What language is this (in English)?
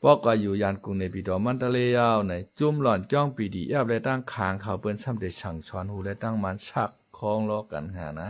Shan